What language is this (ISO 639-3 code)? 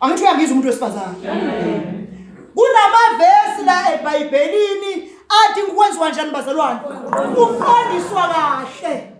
zul